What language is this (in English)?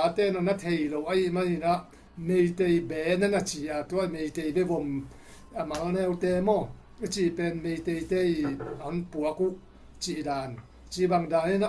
Tedim Chin